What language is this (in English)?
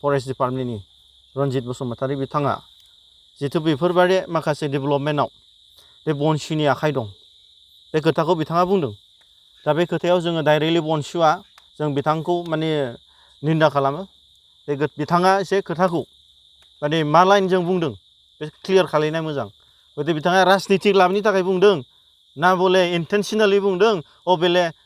Bodo